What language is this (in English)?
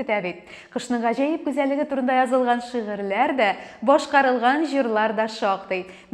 Tatar